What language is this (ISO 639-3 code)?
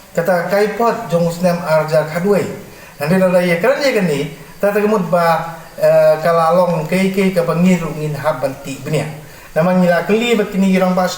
kha